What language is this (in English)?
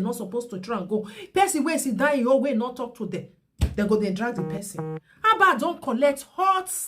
Nigerian Pidgin